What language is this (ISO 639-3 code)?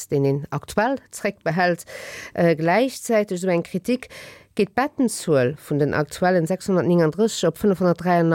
ltz